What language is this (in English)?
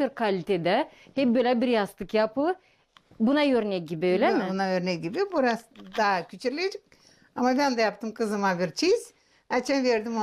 Gagauz